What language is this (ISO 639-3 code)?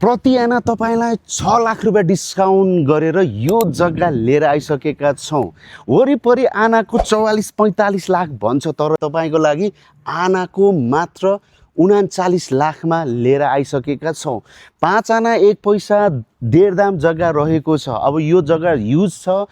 nep